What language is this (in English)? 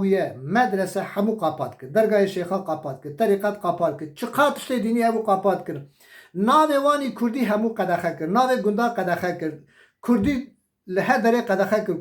Kurdish